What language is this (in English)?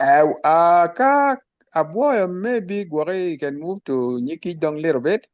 Acoli